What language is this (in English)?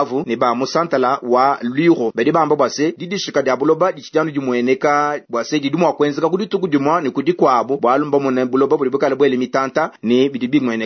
Luba-Lulua